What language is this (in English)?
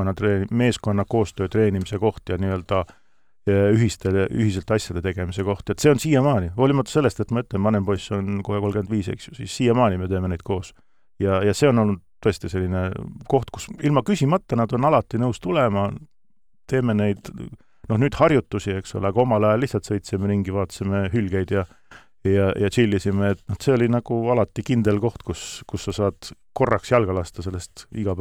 Estonian